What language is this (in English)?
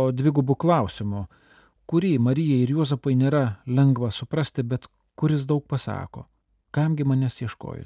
Lithuanian